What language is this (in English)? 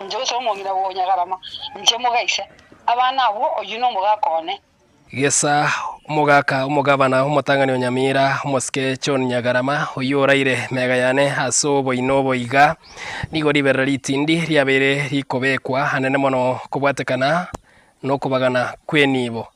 Gusii